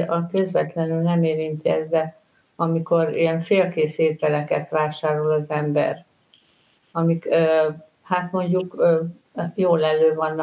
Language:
Hungarian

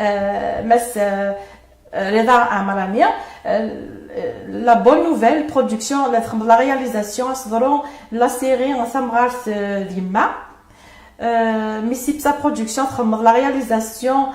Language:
Kabyle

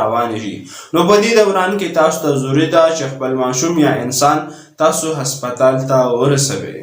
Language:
Pashto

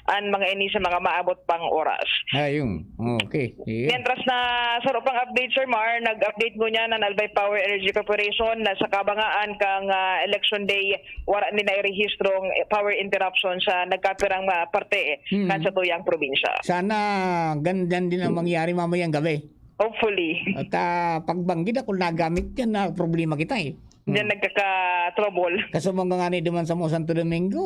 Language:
Bikol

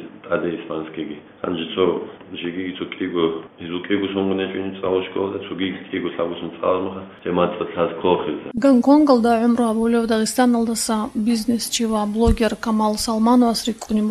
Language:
Avaric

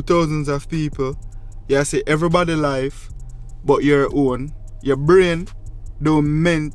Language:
Jamaican Creole English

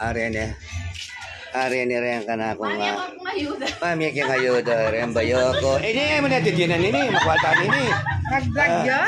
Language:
Pampanga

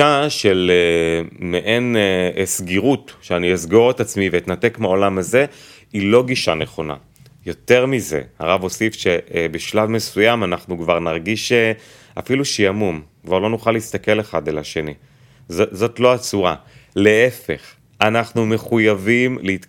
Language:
Hebrew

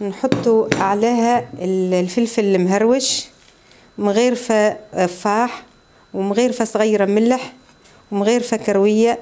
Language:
Tunisian Arabic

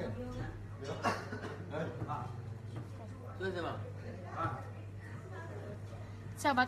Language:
Malay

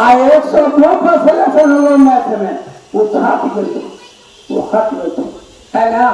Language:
Magahi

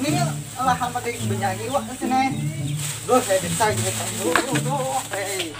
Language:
Banjar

